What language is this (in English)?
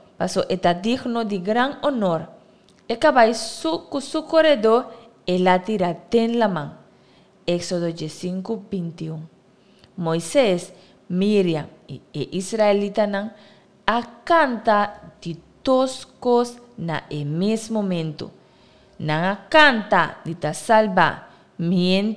Papiamento